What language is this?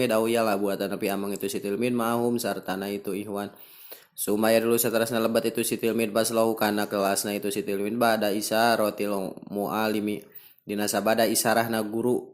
Sundanese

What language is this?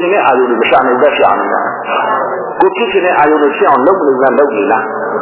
Burmese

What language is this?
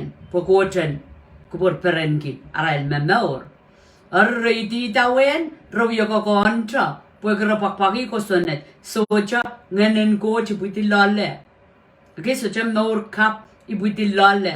Pohnpeian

